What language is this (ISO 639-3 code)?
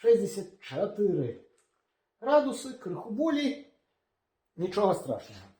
bel